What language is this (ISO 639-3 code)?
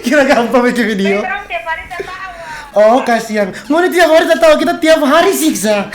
xmm